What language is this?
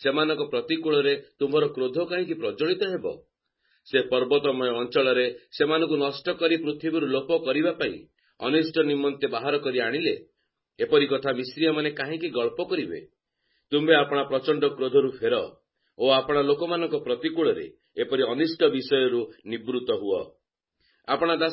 Odia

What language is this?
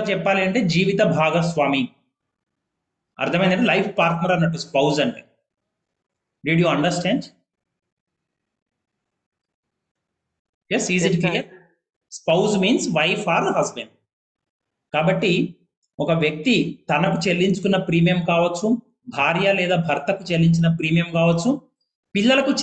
Telugu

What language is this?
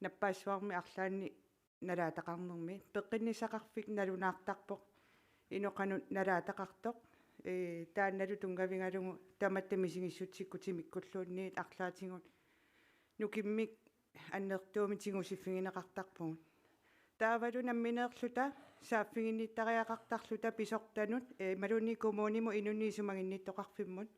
Kalaallisut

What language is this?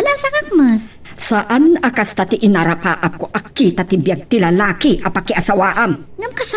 Iloko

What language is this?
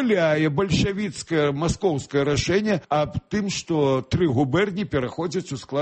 Belarusian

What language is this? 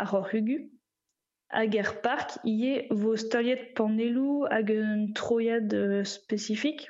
Breton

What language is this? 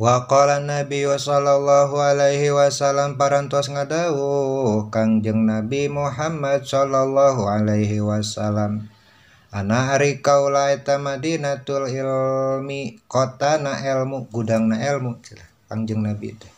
Sundanese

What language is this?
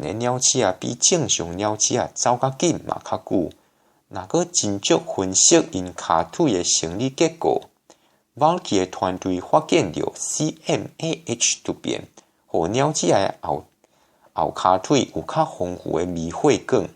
Min Nan Chinese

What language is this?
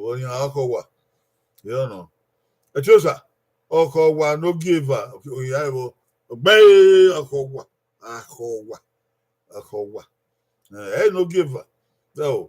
Bini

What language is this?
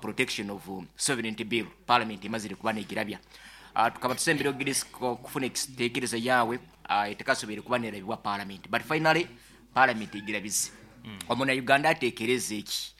Nyankole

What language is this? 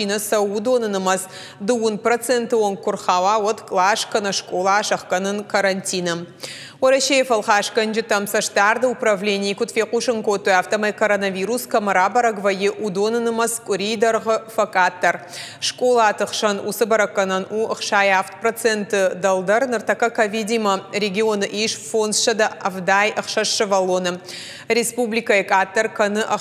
Ossetic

